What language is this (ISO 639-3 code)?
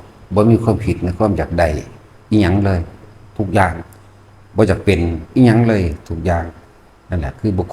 tts